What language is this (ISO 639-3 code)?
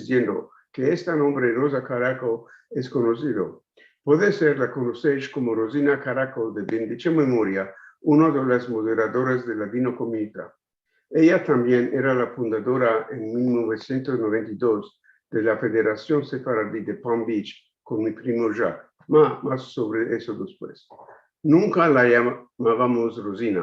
lad